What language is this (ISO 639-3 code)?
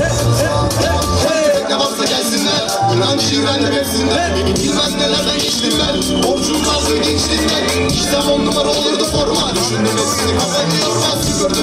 tur